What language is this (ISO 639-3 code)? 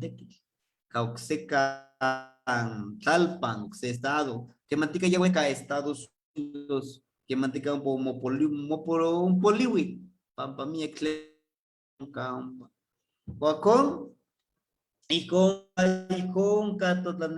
nhe